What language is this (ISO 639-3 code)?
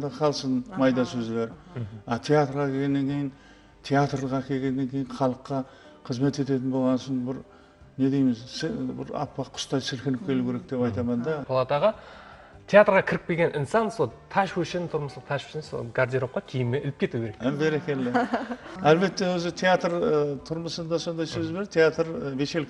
kaa